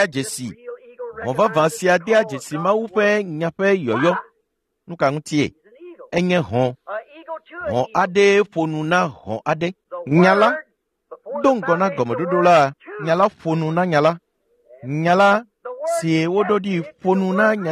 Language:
Ewe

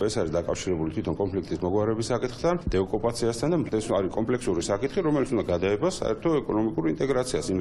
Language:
Georgian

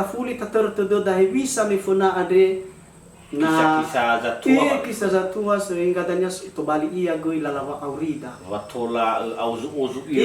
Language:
Nias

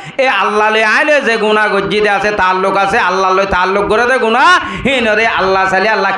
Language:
Rohingya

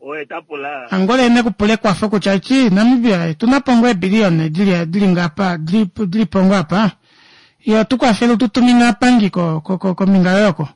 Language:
Kuanyama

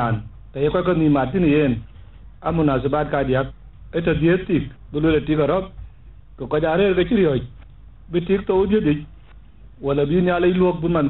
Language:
Dinka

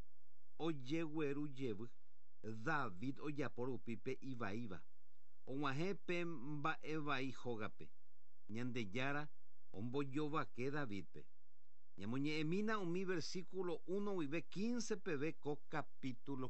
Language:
Guarani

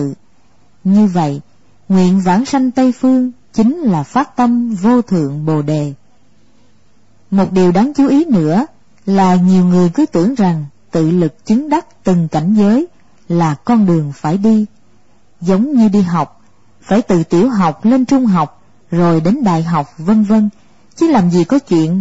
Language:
Vietnamese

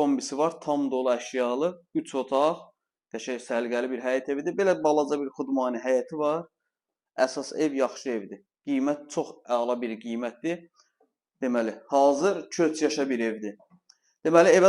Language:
Azerbaijani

